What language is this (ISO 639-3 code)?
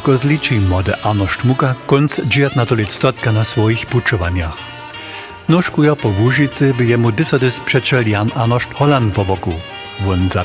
hsb